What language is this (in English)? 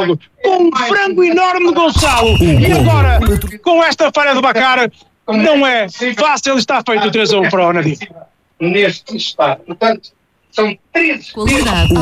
Portuguese